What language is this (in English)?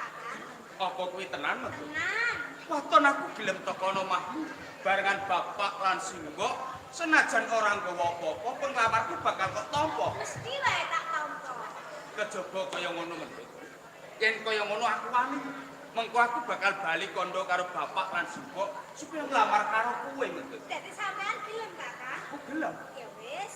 Javanese